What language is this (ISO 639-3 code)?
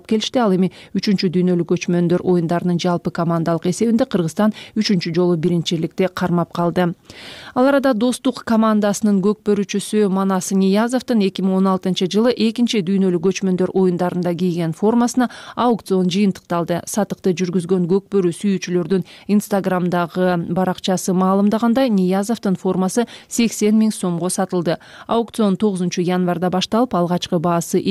kir